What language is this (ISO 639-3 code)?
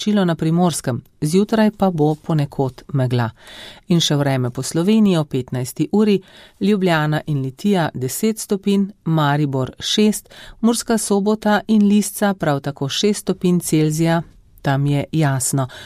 slv